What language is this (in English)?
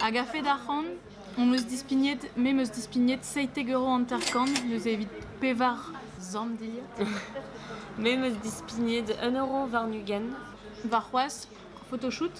Breton